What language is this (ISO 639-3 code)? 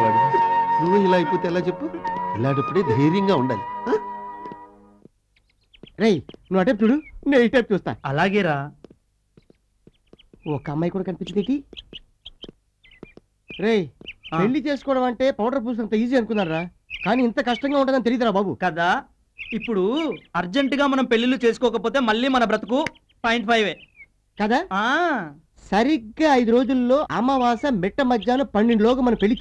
tel